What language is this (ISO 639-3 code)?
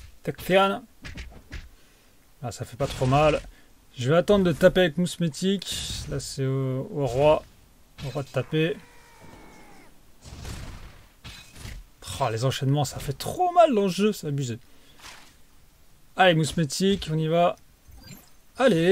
fra